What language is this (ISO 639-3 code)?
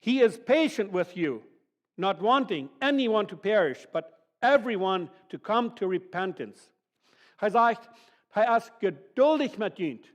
pdt